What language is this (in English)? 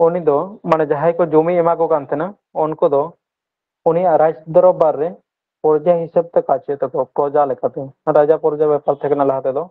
Santali